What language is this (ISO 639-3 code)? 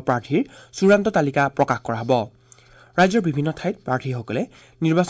asm